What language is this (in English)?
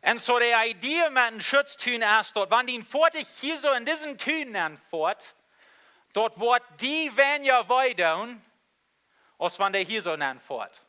Plautdietsch